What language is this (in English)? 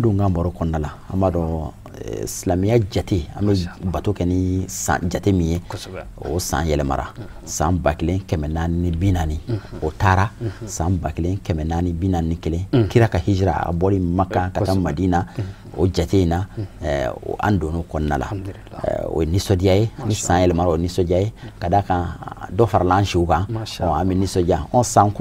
Bambara